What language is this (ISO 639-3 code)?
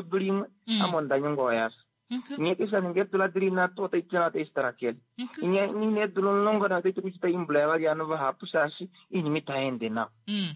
kua